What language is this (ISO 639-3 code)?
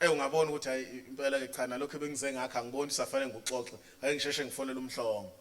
zul